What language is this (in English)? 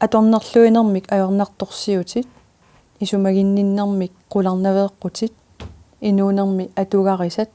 Kalaallisut